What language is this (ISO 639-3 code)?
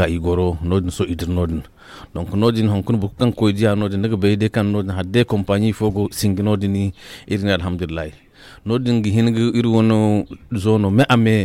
dje